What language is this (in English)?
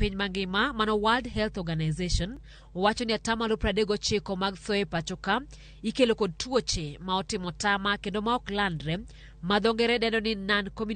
Luo (Kenya and Tanzania)